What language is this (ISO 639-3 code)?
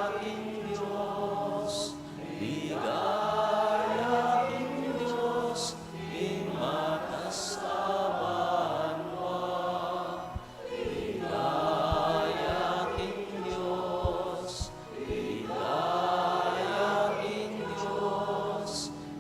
pam